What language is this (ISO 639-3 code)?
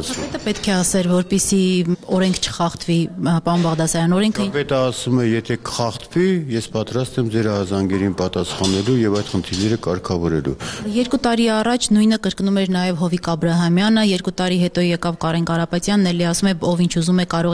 hye